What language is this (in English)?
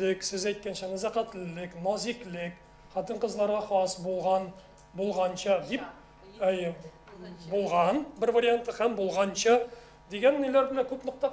Tatar